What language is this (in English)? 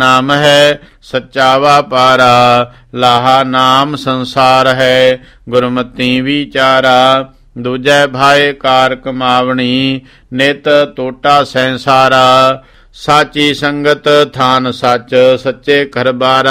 Punjabi